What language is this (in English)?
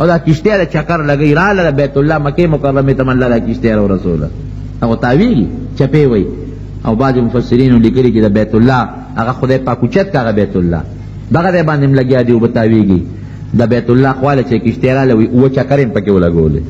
Pashto